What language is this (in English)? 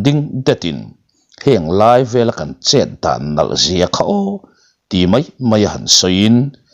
Mizo